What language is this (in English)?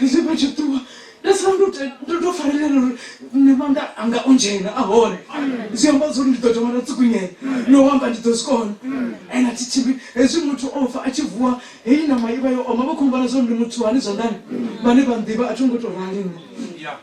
Venda